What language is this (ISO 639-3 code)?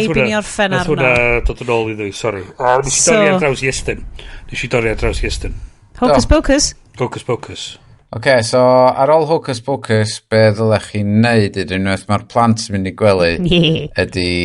cym